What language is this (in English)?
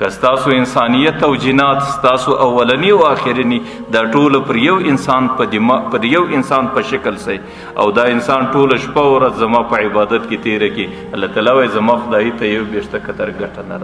Pashto